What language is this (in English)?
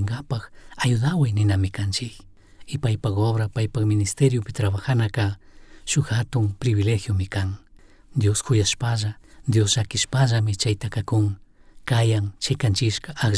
Chimborazo Highland Quichua